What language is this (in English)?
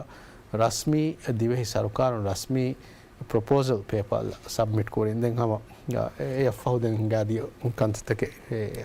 Divehi